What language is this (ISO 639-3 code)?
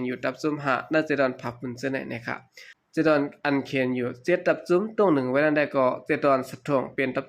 shn